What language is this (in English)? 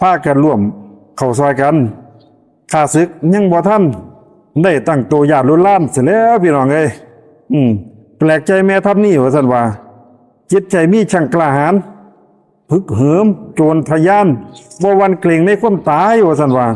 Lao